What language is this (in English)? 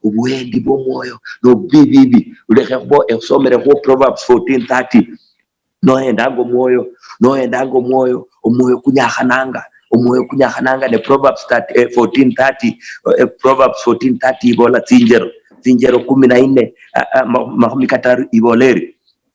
Luyia